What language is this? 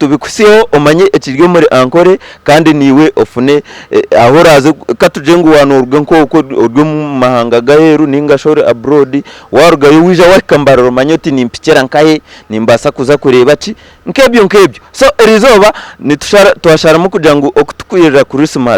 Nyankole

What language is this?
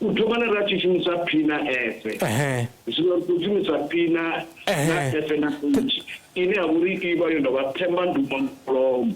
Venda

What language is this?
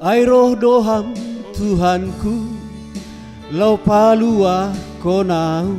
Batak Simalungun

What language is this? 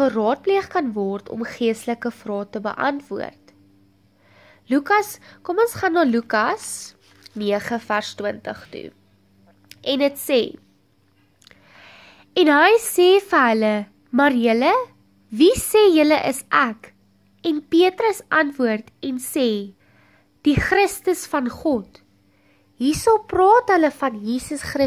Afrikaans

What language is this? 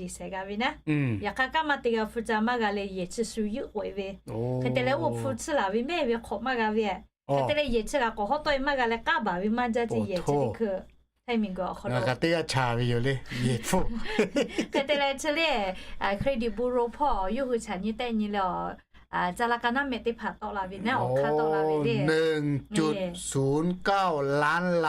Lahu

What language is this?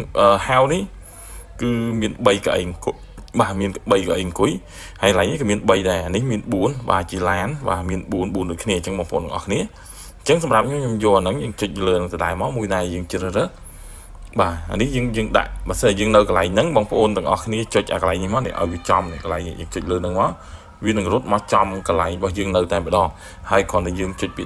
Khmer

